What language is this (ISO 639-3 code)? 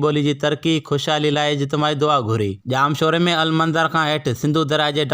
snd